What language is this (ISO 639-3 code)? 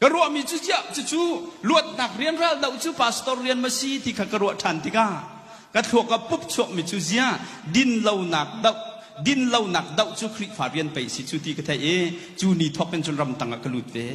cnh